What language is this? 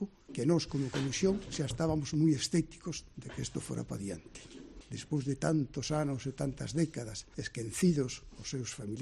Galician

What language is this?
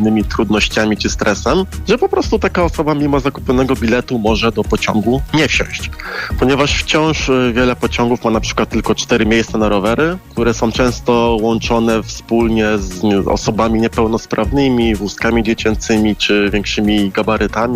Polish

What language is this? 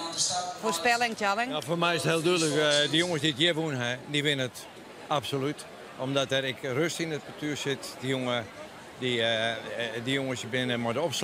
Western Frisian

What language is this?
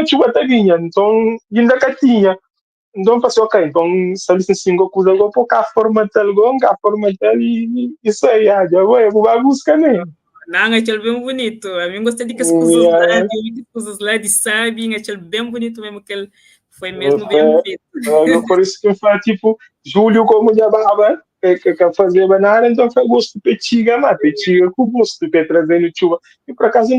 Kabuverdianu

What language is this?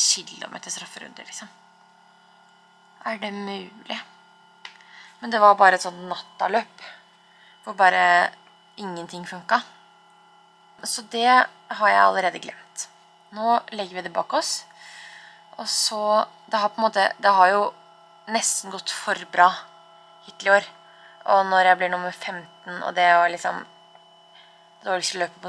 Norwegian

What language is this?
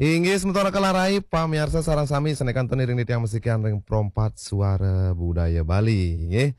Balinese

